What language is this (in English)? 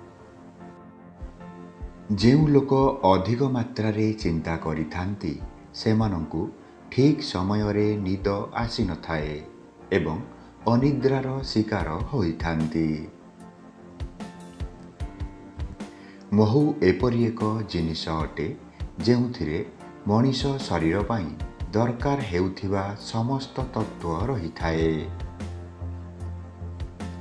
Odia